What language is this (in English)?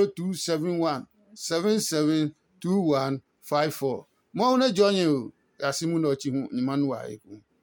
Adangme